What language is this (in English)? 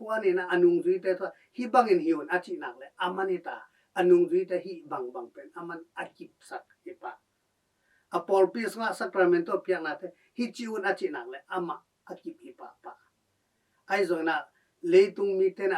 Tedim Chin